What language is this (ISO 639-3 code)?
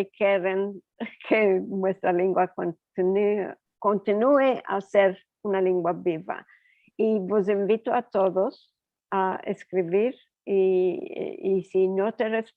lad